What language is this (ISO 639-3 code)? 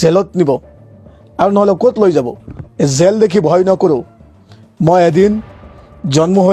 asm